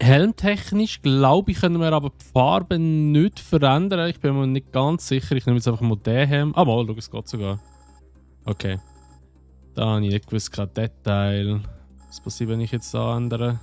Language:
Swiss German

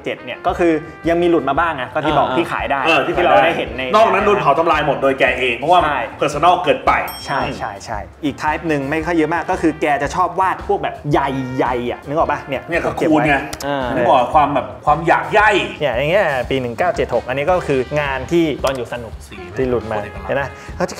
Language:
Thai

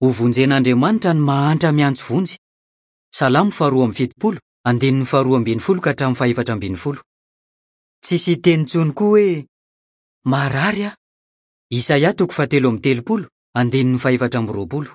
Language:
Malagasy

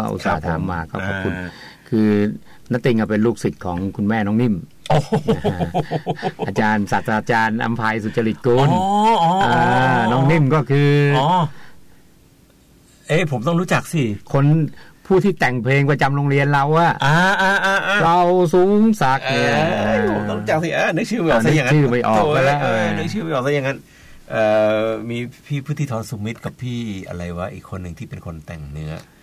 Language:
Thai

